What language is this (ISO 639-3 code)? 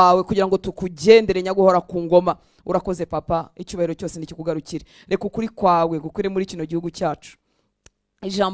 kin